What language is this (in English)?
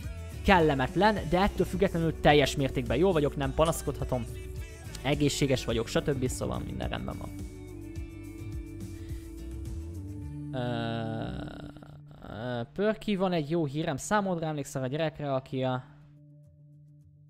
Hungarian